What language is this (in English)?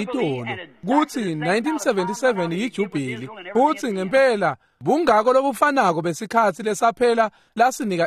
Swati